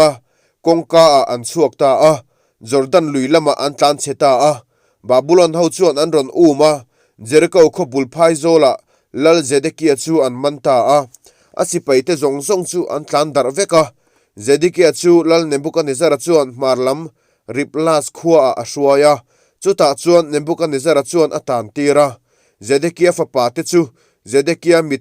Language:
Mizo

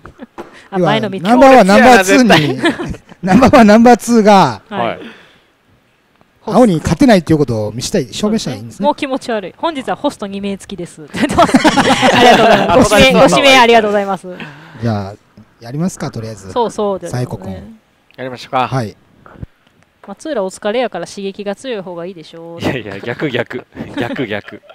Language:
Japanese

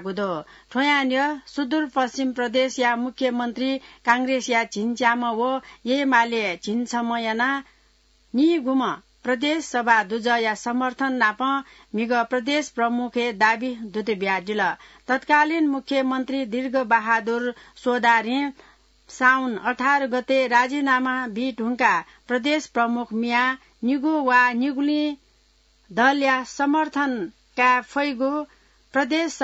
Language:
Newari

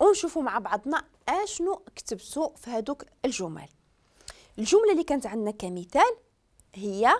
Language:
Moroccan Arabic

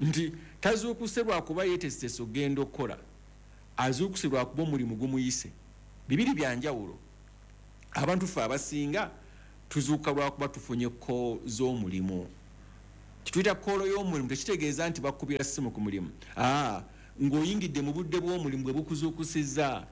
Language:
Ganda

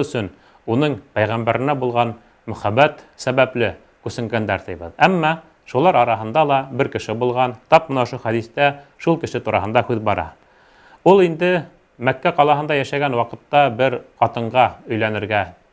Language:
Bashkir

